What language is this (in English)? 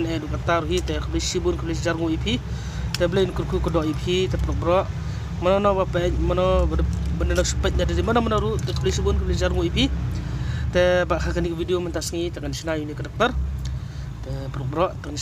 Khasi